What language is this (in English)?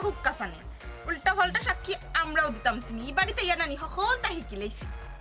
Sylheti